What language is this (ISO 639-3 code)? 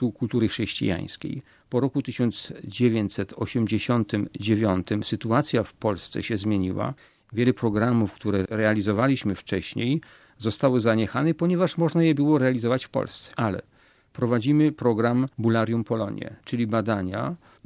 pol